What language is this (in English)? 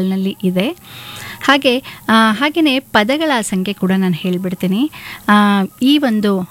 Kannada